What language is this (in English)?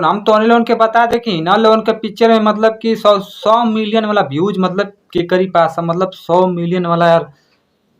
Bhojpuri